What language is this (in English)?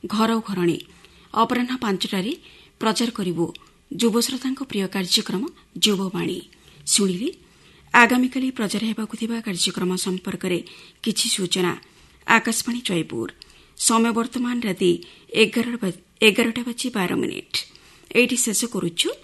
Odia